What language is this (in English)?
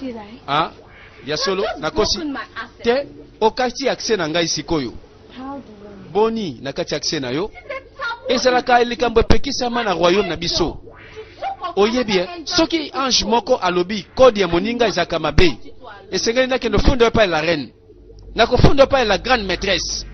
Lingala